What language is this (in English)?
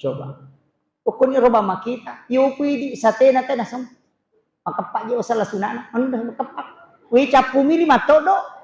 Buginese